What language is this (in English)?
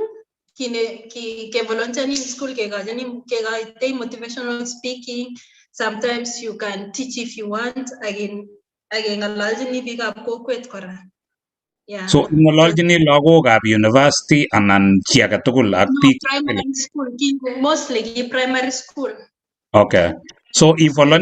Kalenjin